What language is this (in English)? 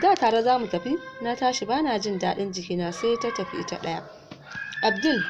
Hausa